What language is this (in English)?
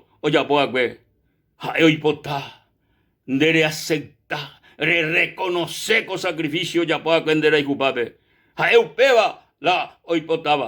Guarani